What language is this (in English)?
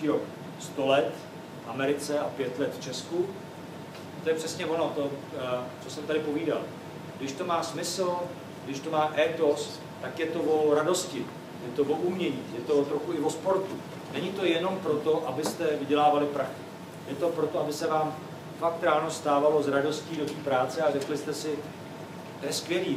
Czech